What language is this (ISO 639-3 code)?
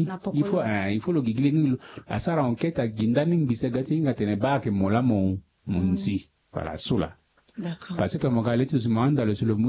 sag